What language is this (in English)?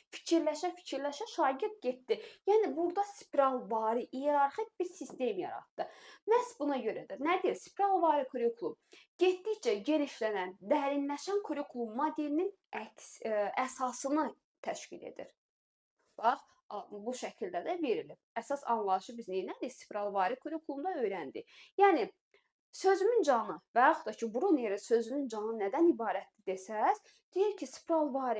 Azerbaijani